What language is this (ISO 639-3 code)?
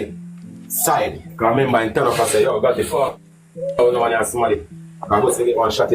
jam